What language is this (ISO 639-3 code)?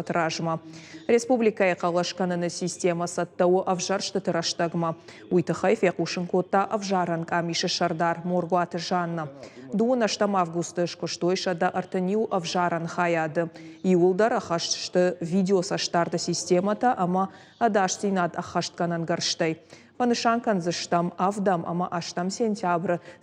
oss